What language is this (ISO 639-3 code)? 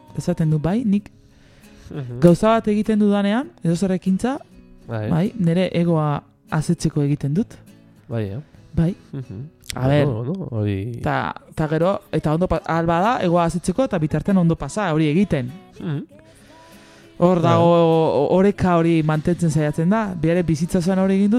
eus